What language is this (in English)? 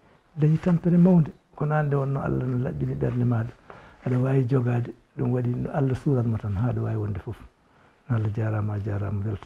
Fula